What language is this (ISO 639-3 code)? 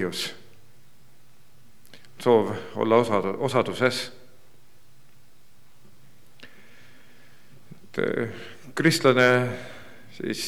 est